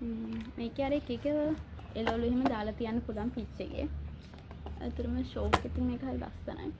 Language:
Sinhala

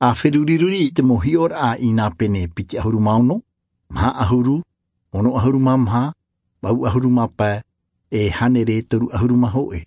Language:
Tahitian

